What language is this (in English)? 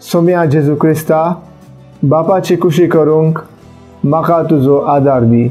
Konkani